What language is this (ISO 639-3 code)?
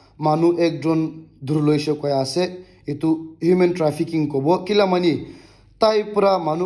nag